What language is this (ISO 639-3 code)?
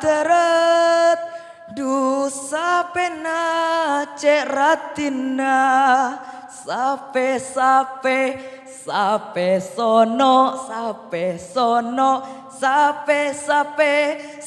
mad